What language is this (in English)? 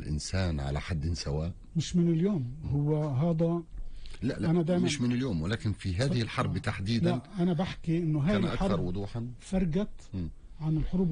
North Levantine Arabic